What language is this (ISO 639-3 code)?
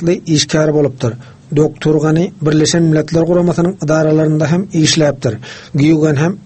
tuk